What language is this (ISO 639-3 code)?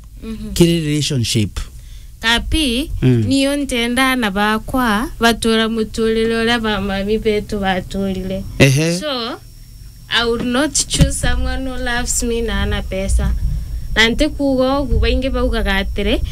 mer